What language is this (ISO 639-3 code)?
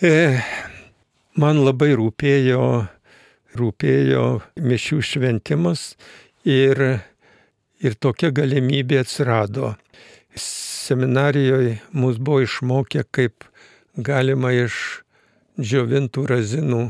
lit